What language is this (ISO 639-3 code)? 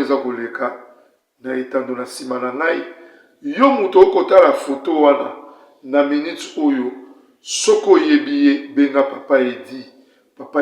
lin